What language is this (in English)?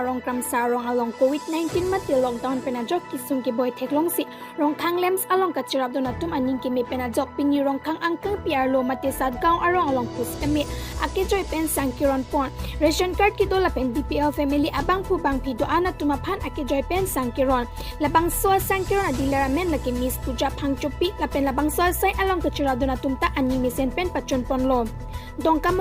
Karbi